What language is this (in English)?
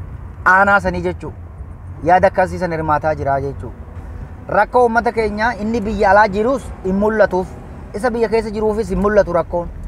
Oromo